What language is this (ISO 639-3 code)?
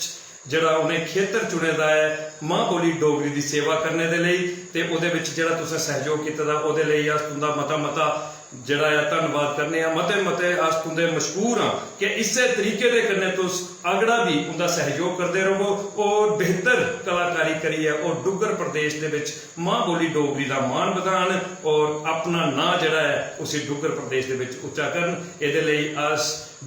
doi